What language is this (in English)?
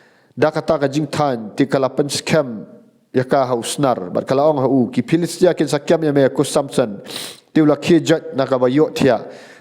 Khasi